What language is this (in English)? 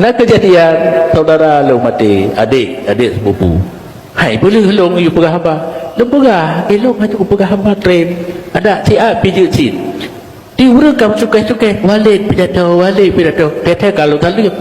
Achinese